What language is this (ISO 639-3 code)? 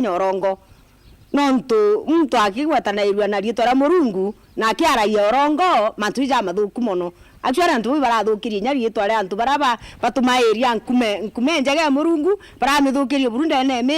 mer